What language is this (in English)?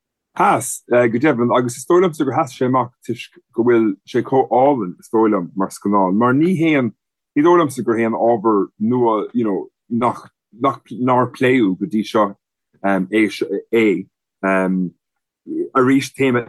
Irish